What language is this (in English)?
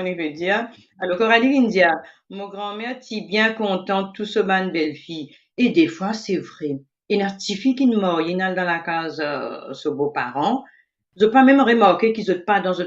Morisyen